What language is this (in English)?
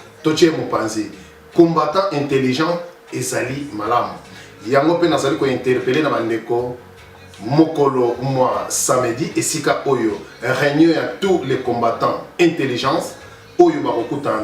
Lingala